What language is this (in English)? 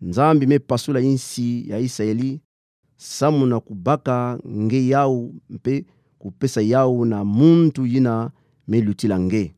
Kituba (Democratic Republic of Congo)